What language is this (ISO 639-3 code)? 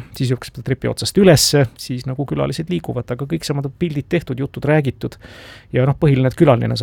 est